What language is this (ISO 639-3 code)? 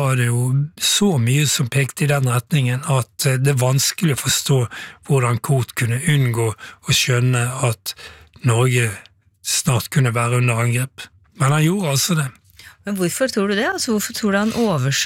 nor